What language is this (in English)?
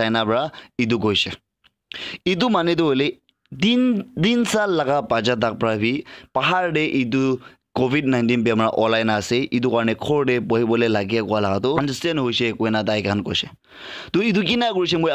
Naga Pidgin